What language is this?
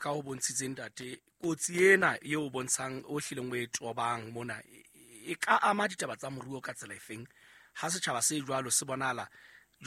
Southern Sotho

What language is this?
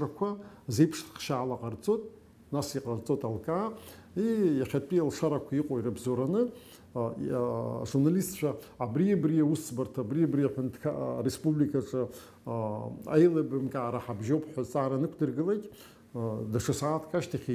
Abkhazian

